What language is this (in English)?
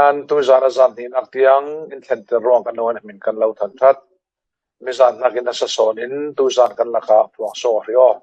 Falam Chin